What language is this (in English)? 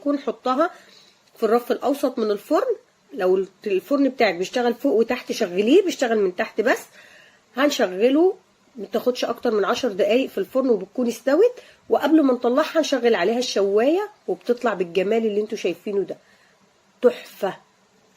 Egyptian Arabic